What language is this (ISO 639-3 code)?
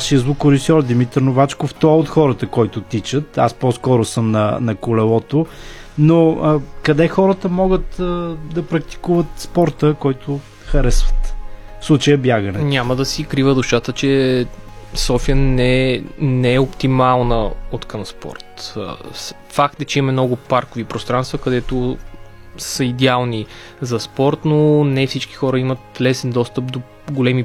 bul